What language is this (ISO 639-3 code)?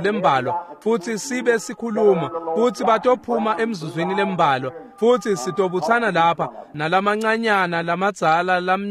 ssw